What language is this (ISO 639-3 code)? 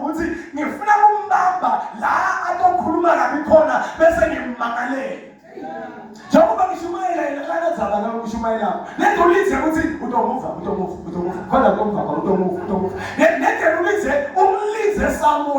zul